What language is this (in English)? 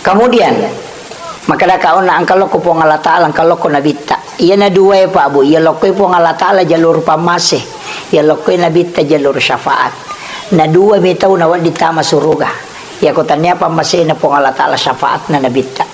Buginese